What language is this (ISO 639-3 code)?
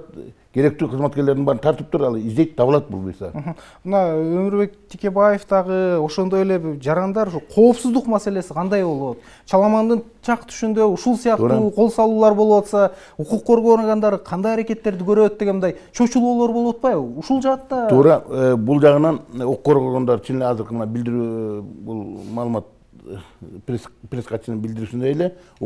kir